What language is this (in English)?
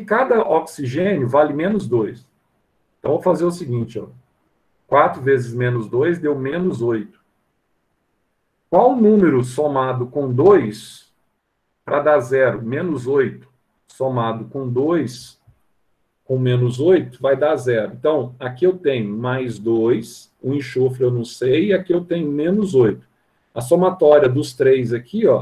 Portuguese